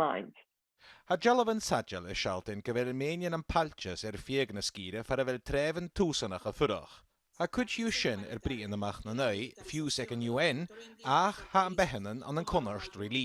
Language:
Scottish Gaelic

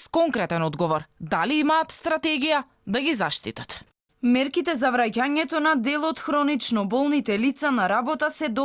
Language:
Macedonian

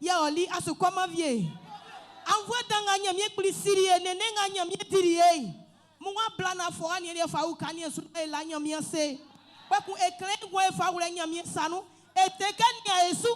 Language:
Baoulé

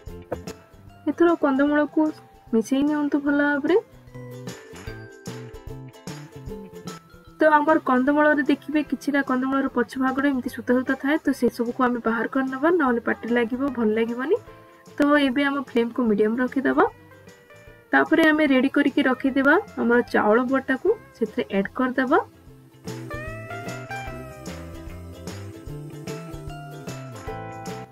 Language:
Odia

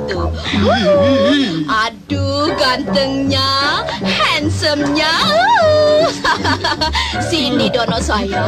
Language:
Indonesian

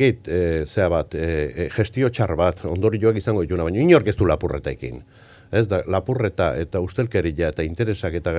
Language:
Basque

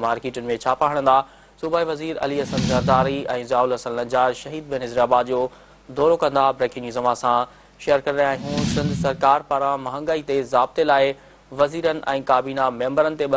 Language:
Sindhi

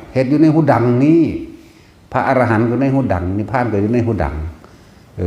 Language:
Northeastern Thai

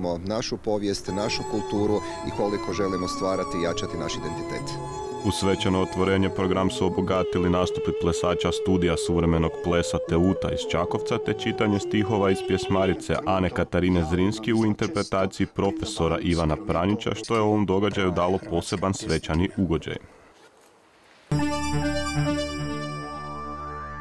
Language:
Croatian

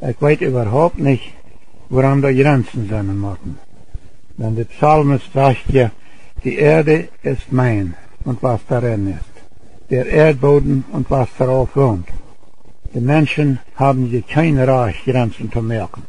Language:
Plautdietsch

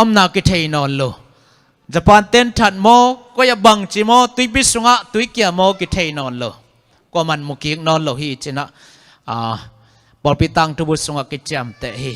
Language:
Tedim Chin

